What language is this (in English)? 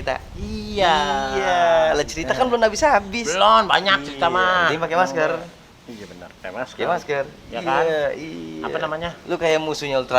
Betawi